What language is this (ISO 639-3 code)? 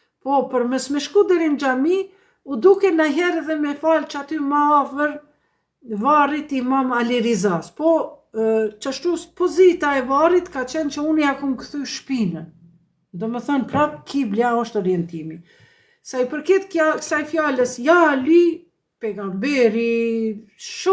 sqi